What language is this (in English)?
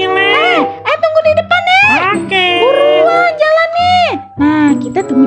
Betawi